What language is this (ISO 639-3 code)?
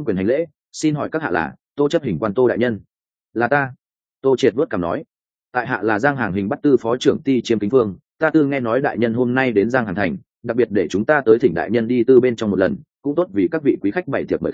vie